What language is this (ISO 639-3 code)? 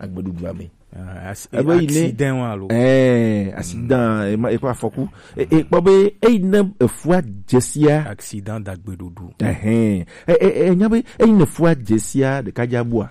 gej